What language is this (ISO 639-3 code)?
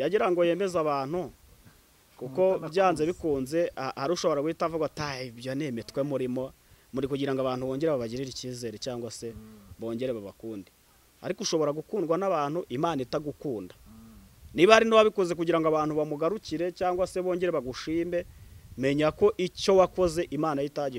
kin